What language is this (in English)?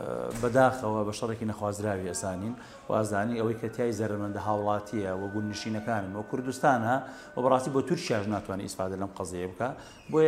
Central Kurdish